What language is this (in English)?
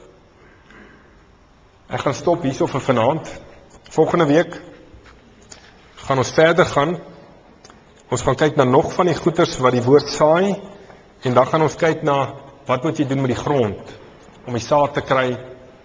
Afrikaans